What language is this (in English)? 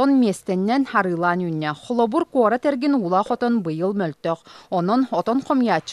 Yakut